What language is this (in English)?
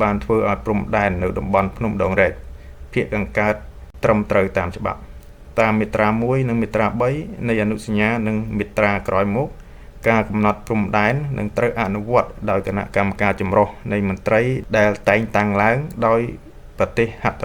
Khmer